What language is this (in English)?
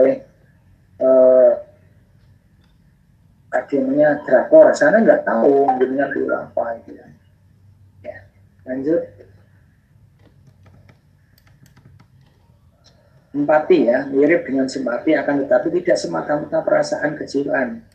Indonesian